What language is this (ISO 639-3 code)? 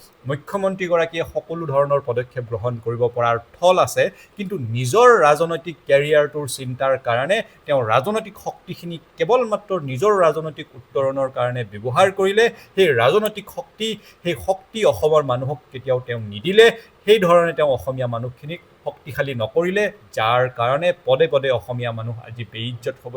asm